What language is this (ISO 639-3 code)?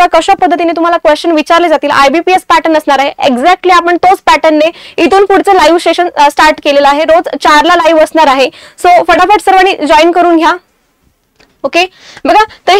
mar